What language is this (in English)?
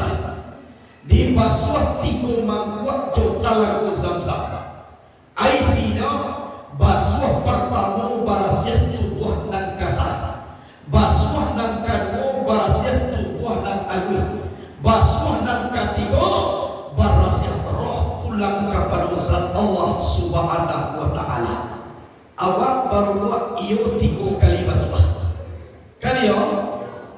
Minangkabau